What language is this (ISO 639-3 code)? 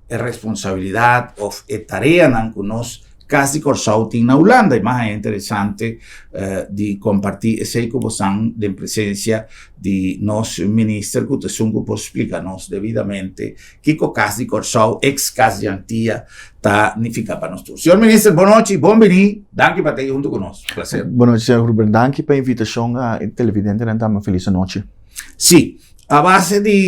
pap